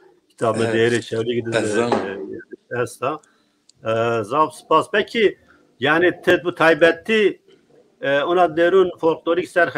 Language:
Zaza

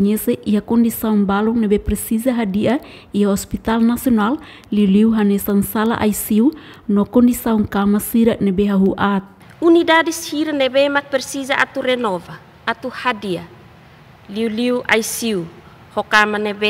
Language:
Tetum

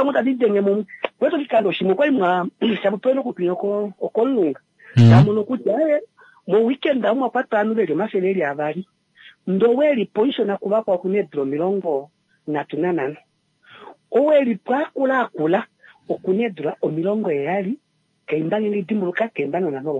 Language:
Kuanyama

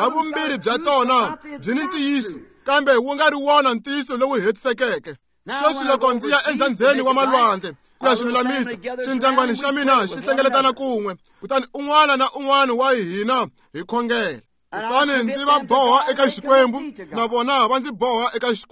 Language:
Tsonga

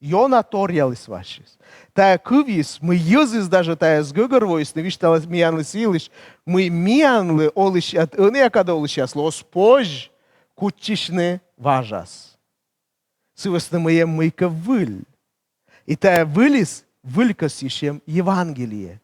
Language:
Komi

